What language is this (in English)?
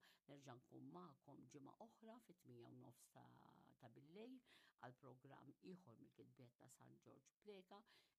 Maltese